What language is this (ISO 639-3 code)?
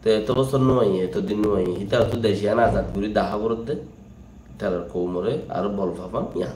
rhg